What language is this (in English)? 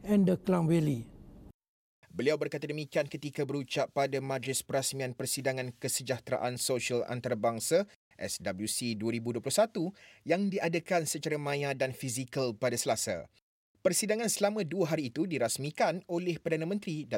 Malay